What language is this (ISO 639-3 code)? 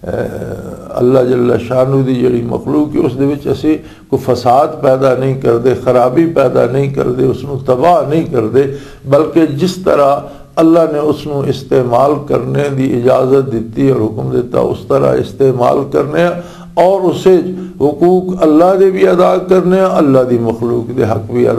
lah